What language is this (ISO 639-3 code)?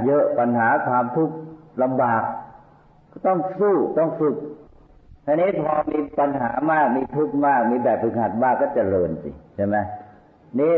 tha